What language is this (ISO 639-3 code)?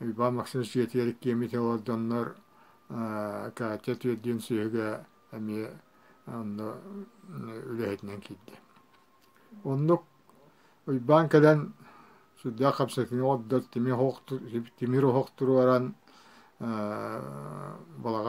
sah